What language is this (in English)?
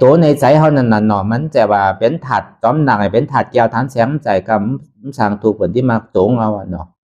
Shan